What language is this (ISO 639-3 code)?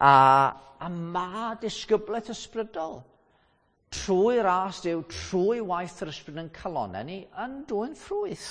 cym